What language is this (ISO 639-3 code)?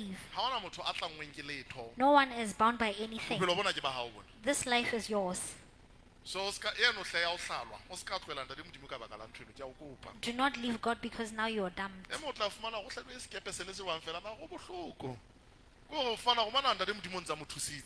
sot